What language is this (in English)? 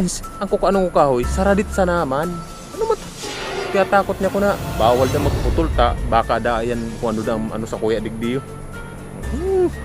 Bikol